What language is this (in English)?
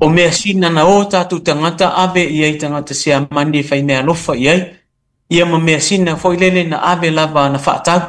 Samoan